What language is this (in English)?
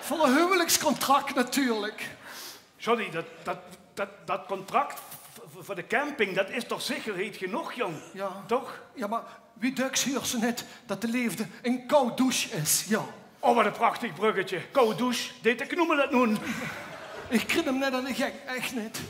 Limburgish